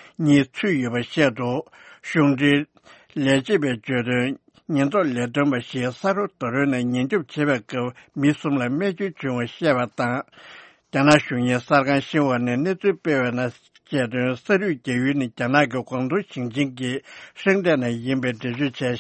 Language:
Tibetan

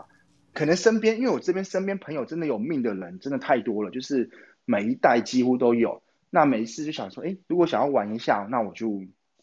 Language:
Chinese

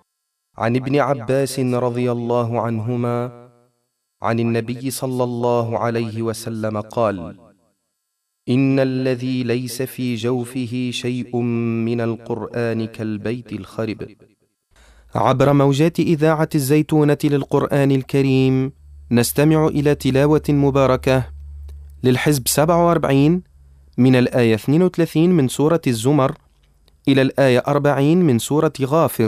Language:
Arabic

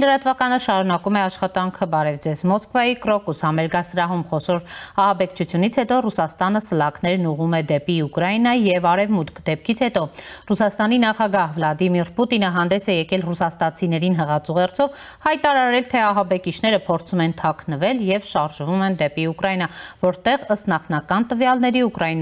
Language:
Armenian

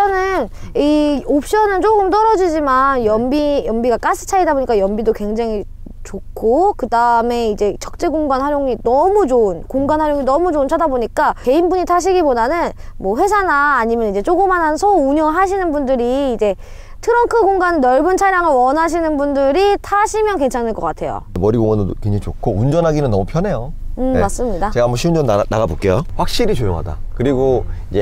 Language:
Korean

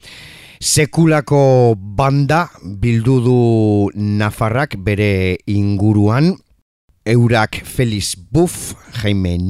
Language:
Basque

